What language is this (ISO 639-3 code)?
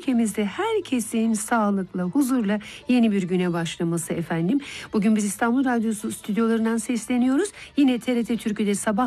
tur